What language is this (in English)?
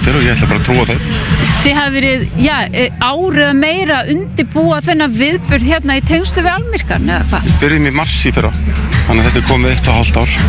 Icelandic